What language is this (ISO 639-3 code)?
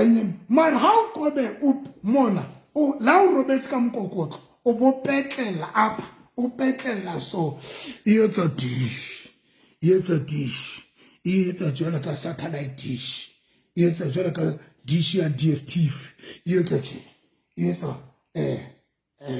sot